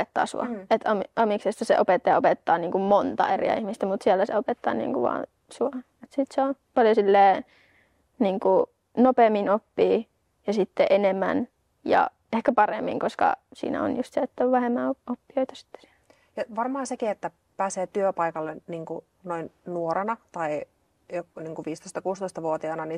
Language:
Finnish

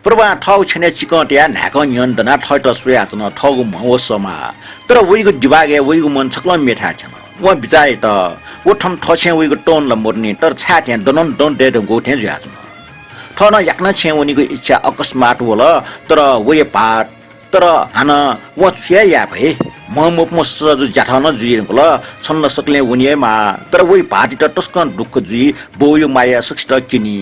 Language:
Newari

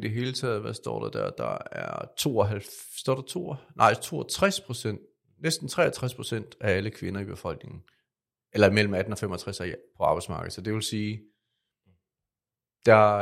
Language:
Danish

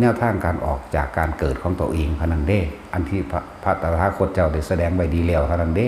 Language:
Northeastern Thai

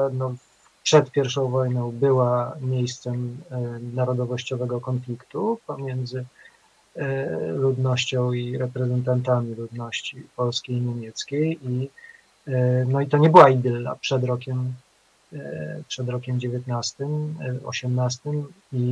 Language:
Polish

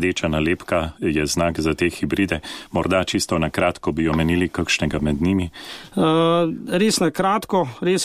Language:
Slovenian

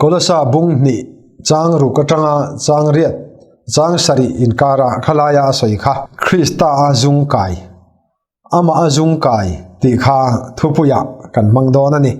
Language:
Mizo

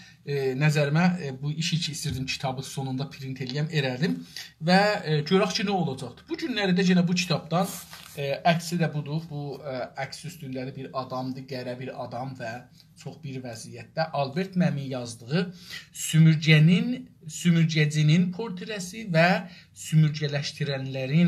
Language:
South Azerbaijani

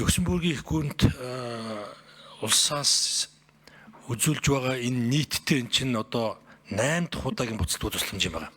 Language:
Mongolian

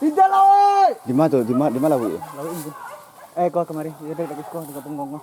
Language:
Minangkabau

